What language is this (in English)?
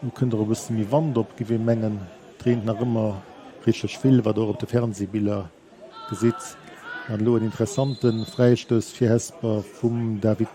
Luxembourgish